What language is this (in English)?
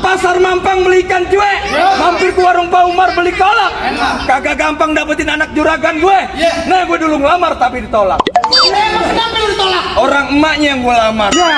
Betawi